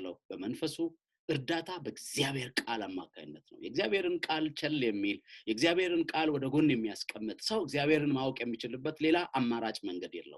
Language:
Amharic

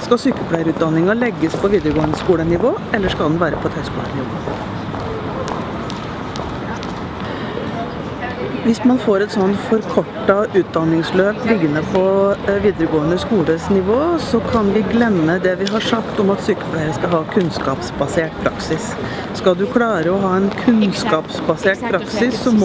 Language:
Norwegian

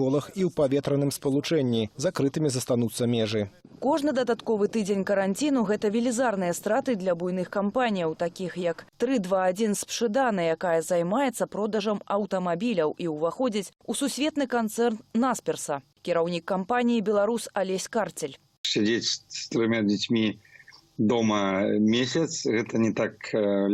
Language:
Belarusian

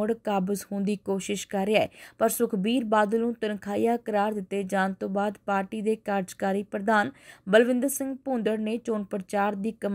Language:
Punjabi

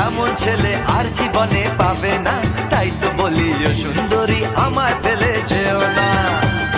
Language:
Bangla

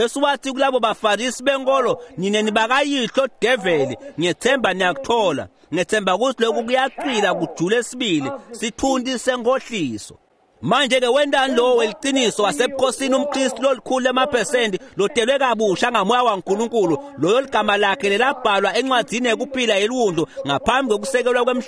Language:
Swati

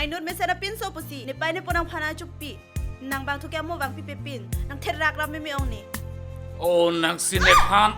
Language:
Karbi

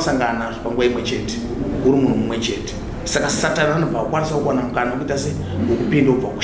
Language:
Shona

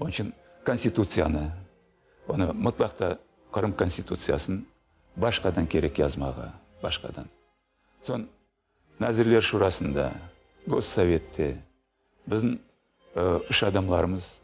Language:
Crimean Tatar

